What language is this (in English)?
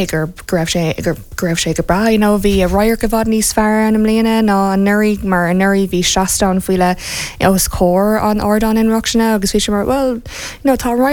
Irish